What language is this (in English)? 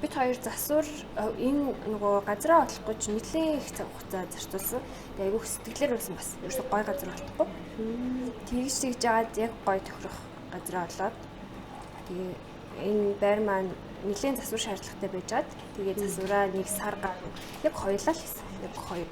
Mongolian